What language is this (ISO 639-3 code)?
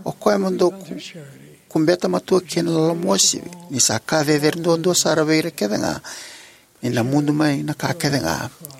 fij